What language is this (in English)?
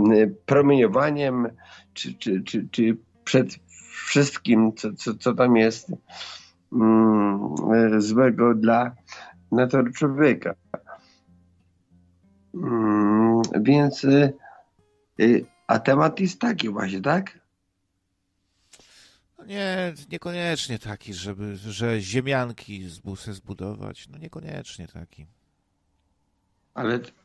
Polish